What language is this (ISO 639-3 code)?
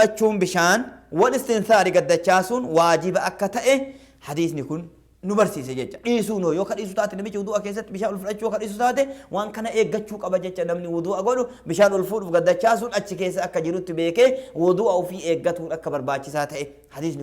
orm